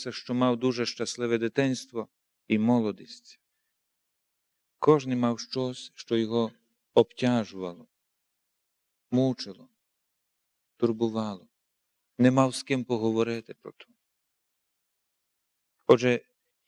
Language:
Ukrainian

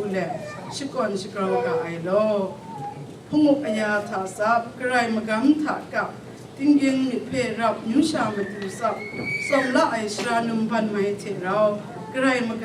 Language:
Kachin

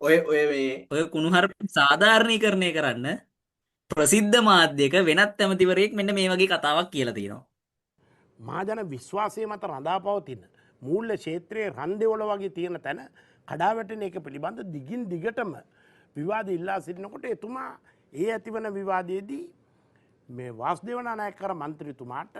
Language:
Sinhala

